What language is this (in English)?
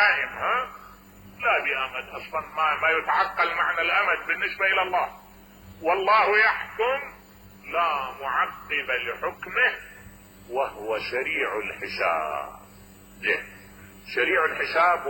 Mesopotamian Arabic